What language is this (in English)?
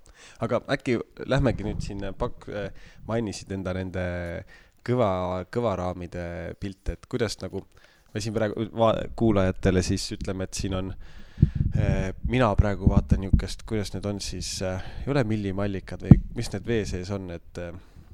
Estonian